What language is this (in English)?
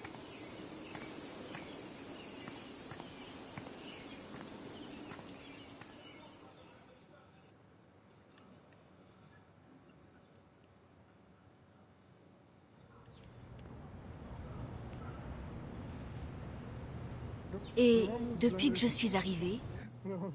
French